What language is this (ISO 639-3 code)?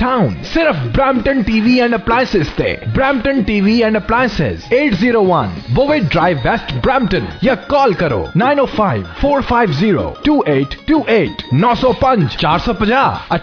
pan